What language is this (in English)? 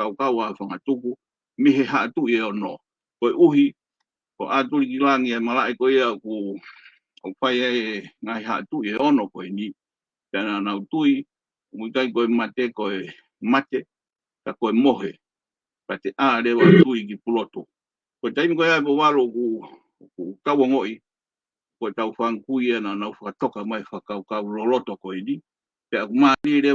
Tongan